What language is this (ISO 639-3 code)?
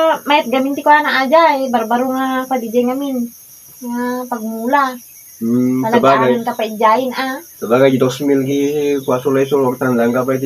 ilo